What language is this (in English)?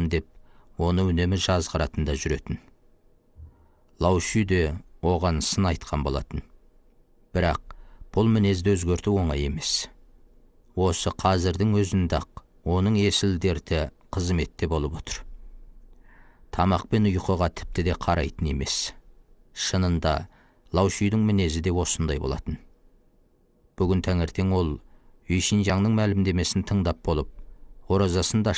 Kazakh